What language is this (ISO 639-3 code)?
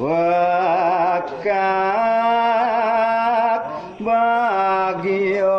ban